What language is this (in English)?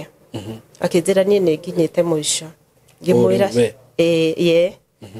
Kikuyu